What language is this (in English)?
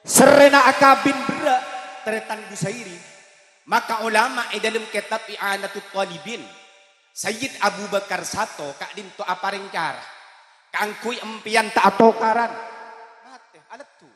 Madurese